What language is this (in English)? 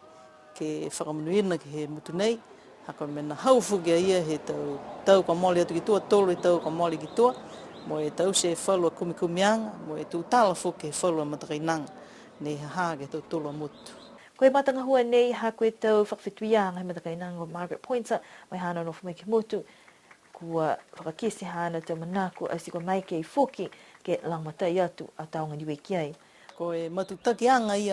Niuean